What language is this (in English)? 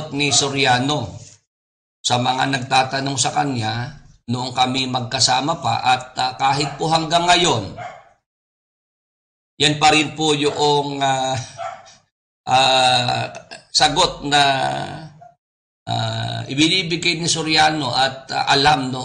Filipino